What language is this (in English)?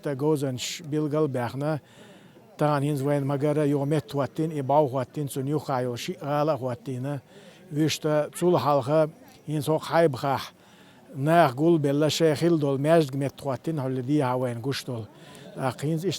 Chechen